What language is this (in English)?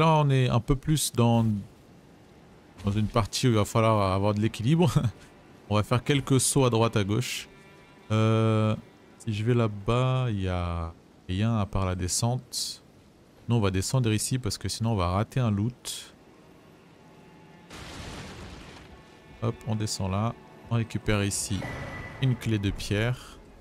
French